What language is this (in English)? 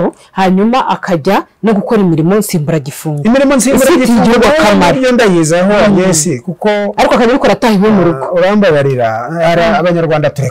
Kinyarwanda